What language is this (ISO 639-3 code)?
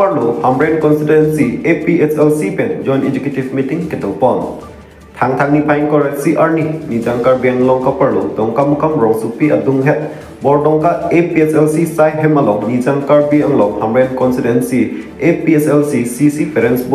mjw